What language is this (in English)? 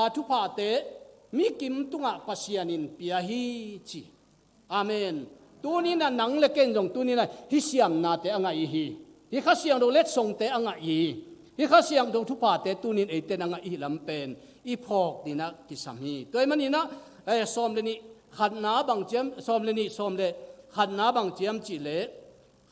Tedim Chin